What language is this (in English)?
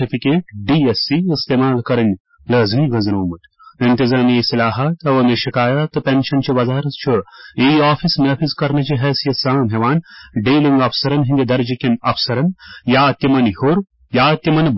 Kashmiri